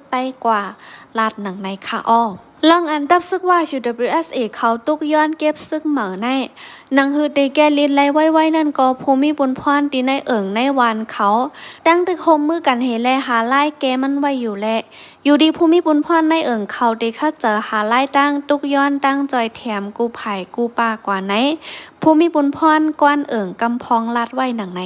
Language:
Shan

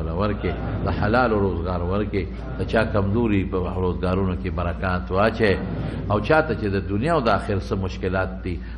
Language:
Pashto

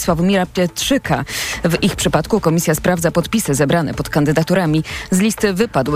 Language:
Polish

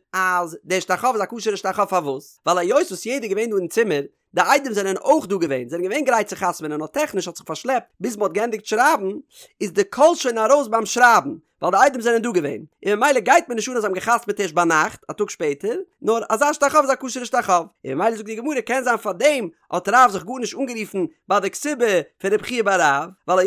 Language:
Yiddish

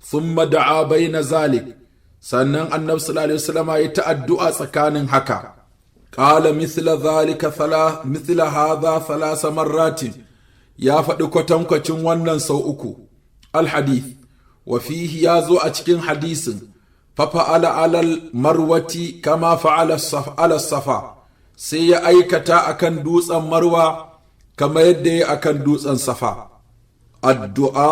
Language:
Hausa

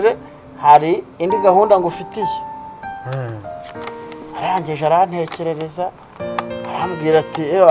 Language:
Kinyarwanda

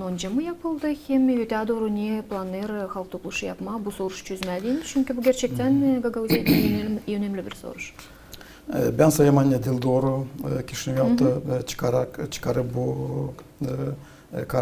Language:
Gagauz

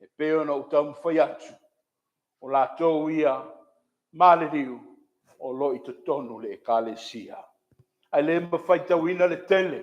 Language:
Samoan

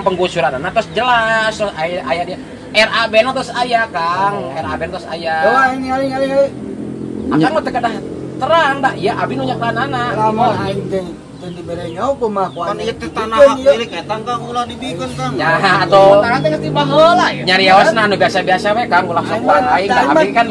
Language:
Sundanese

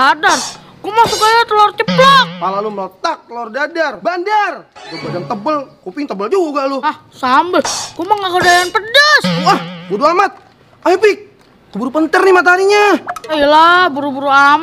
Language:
Betawi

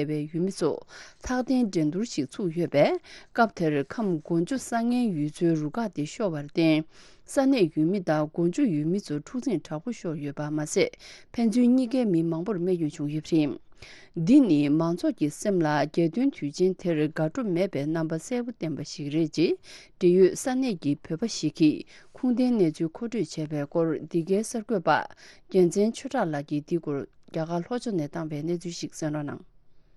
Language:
Tibetan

